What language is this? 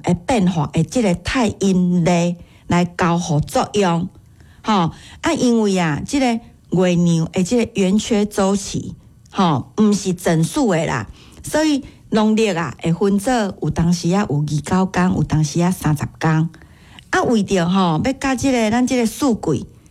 Min Nan Chinese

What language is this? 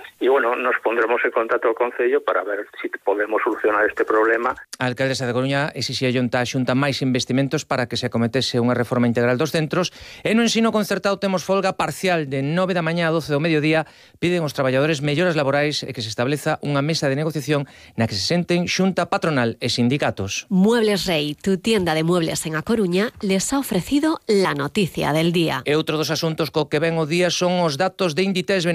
Galician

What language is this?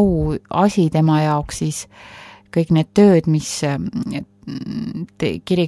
Estonian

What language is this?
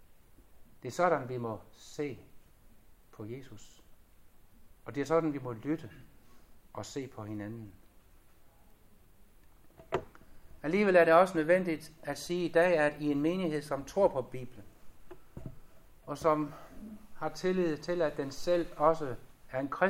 Danish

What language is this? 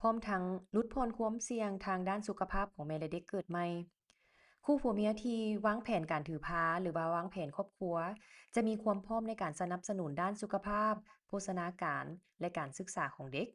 Lao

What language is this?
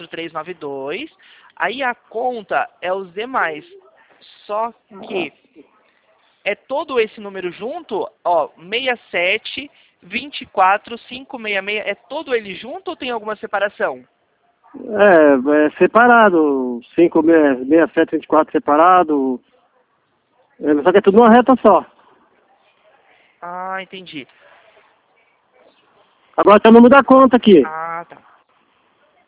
Portuguese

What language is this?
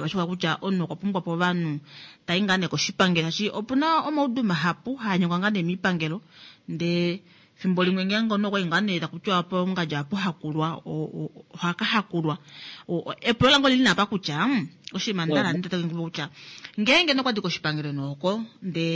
Kuanyama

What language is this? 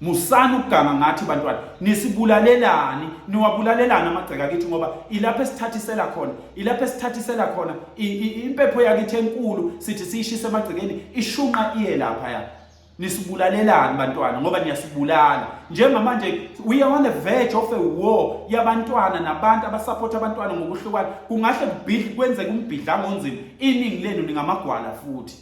Zulu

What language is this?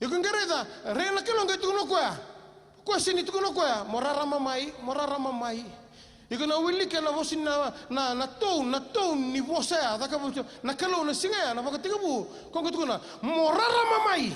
Fijian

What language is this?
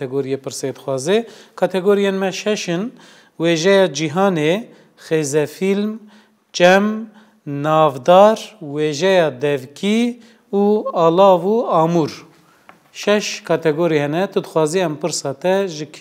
Kurdish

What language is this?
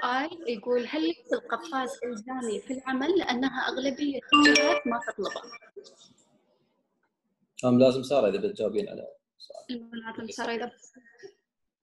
Arabic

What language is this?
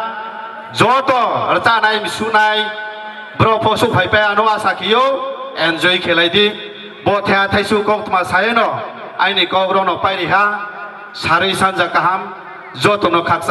Riang (India)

